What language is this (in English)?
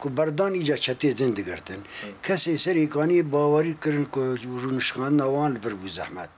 Kurdish